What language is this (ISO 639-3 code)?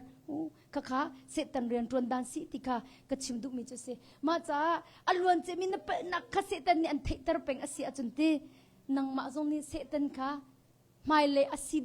cnh